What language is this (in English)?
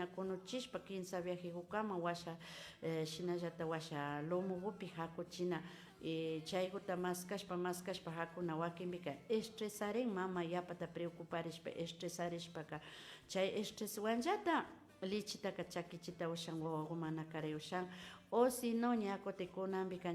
Imbabura Highland Quichua